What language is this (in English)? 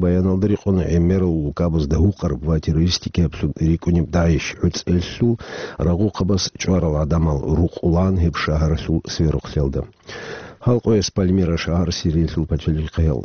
Avaric